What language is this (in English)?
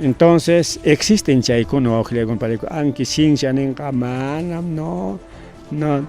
Ayacucho Quechua